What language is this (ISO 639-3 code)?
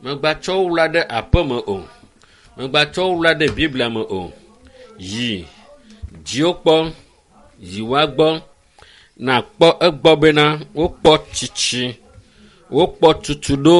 ewe